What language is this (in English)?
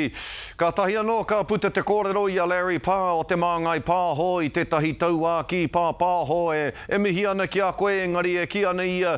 Māori